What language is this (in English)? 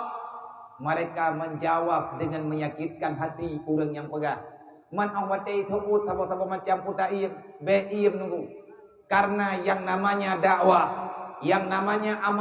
Achinese